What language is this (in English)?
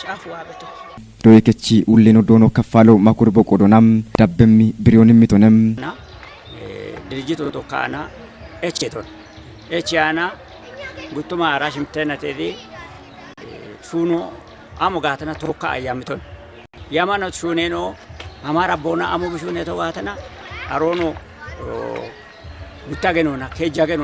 Kafa